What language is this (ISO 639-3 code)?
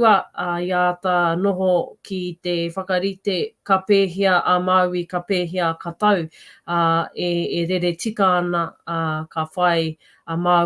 mri